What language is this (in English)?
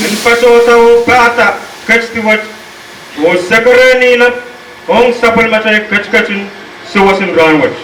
Pohnpeian